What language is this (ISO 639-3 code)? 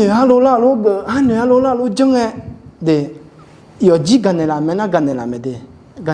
ahk